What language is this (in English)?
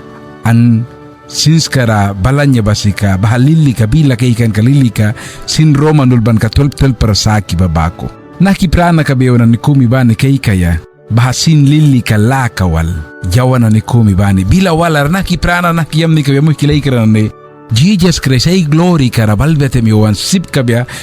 Mískito